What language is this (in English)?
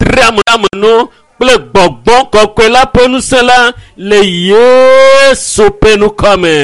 Ewe